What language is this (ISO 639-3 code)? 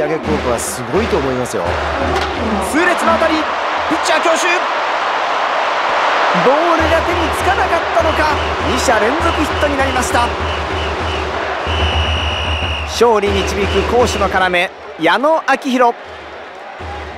jpn